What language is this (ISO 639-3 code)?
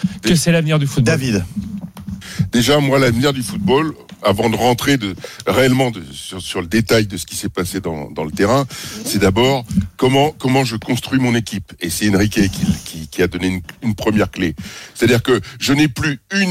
fra